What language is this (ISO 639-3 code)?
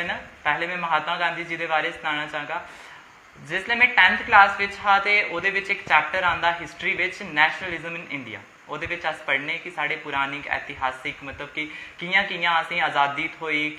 doi